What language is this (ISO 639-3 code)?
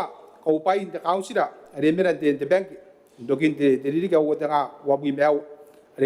gil